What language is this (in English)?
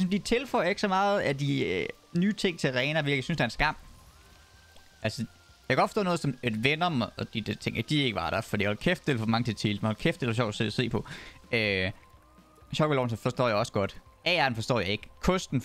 Danish